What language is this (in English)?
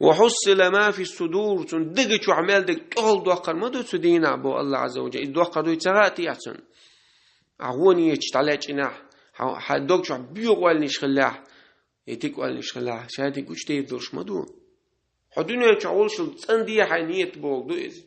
Chechen